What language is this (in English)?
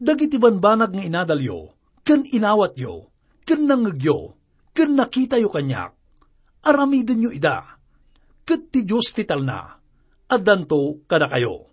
Iloko